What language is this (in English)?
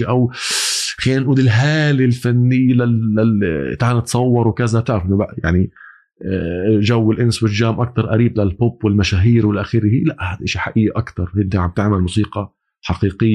North Levantine Arabic